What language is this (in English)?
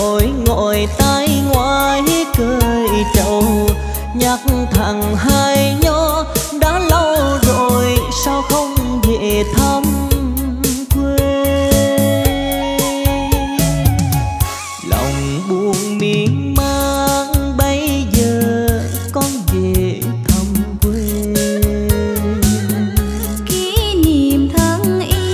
Vietnamese